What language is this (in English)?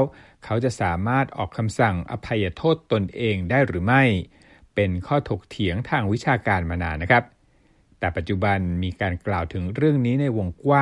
Thai